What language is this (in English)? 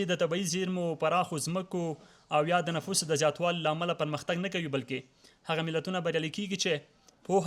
Pashto